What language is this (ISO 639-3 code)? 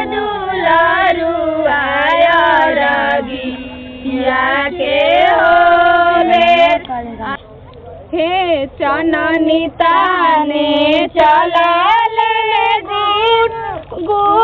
bho